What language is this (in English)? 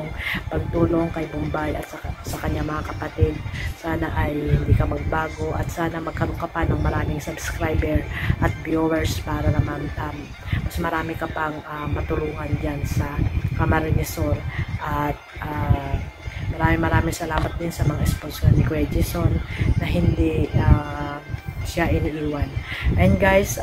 Filipino